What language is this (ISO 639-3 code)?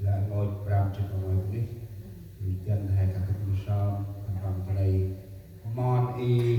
cmo